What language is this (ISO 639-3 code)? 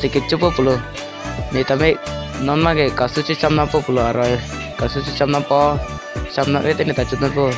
mjw